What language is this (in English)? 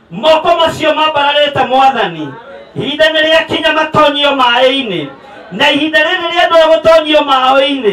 Kikuyu